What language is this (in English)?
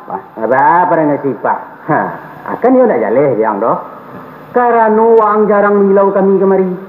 Minangkabau